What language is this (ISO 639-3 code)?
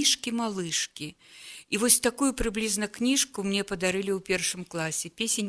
bel